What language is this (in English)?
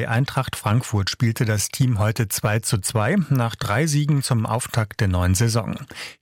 German